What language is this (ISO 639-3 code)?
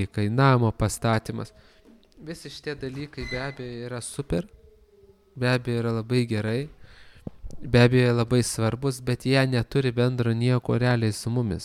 lit